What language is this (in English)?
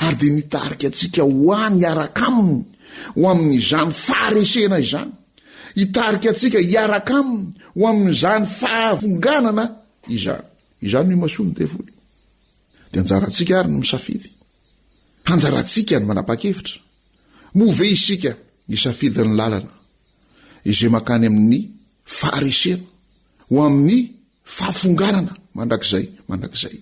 Malagasy